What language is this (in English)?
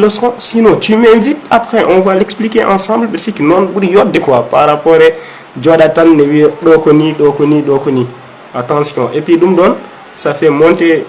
Fula